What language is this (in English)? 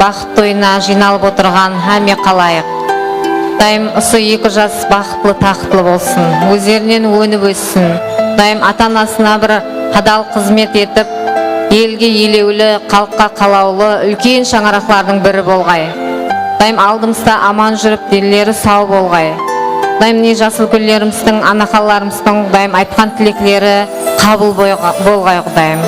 Kara-Kalpak